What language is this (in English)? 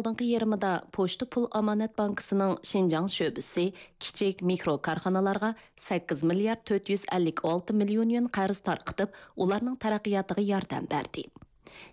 Uyghur